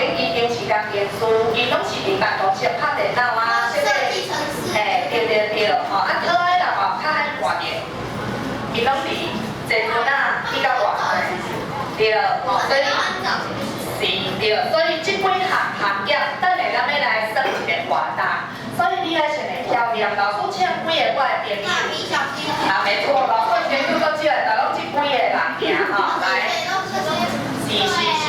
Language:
Min Nan Chinese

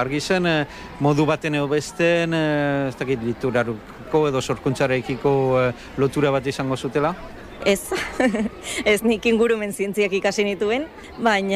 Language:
Basque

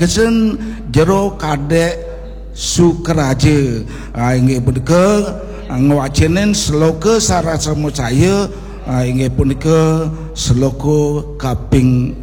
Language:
Balinese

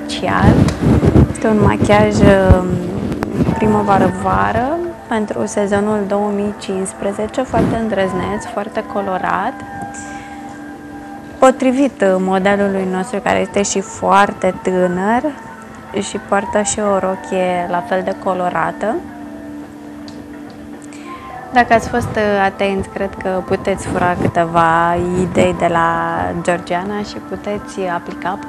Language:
Romanian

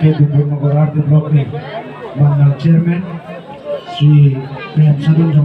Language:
Kok Borok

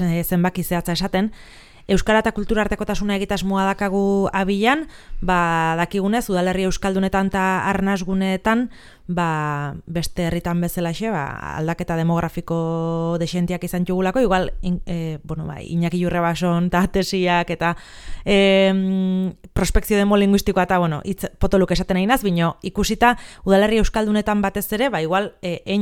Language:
Basque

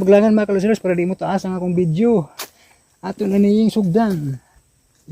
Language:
Cebuano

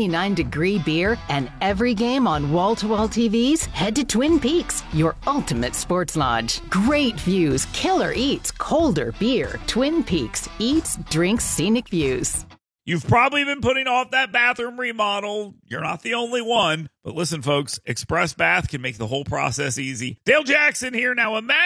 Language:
English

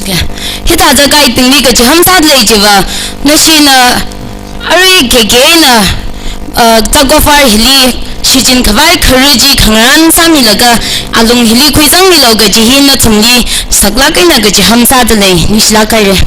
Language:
Tangkhul Naga (India)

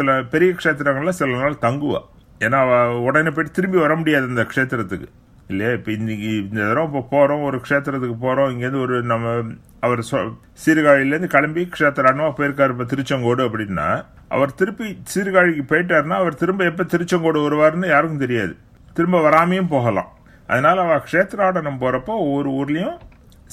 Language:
Tamil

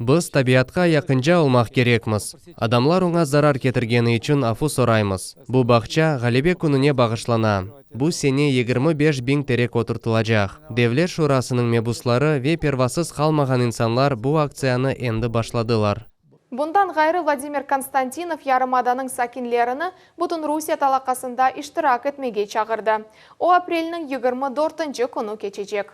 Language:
Crimean Tatar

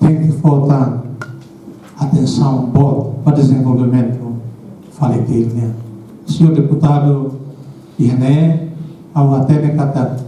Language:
Tetum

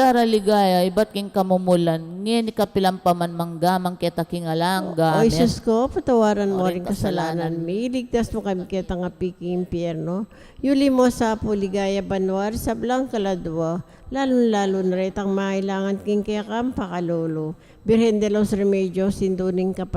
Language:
Pampanga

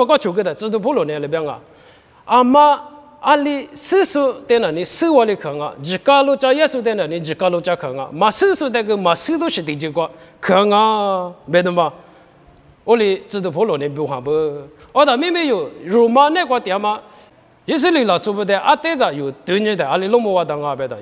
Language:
Lisu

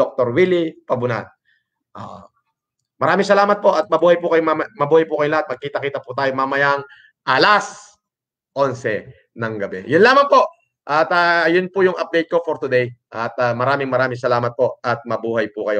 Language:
Filipino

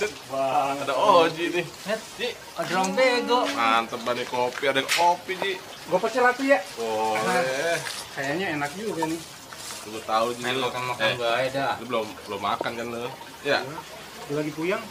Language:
Betawi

